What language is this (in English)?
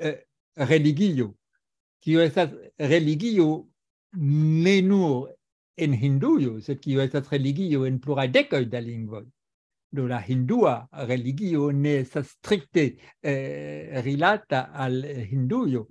Esperanto